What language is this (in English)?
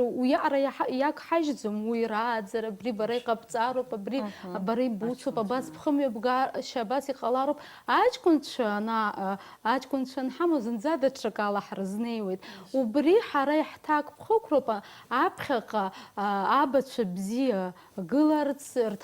Abkhazian